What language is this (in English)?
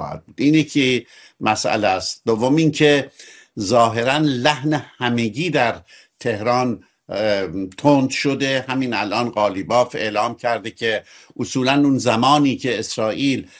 Persian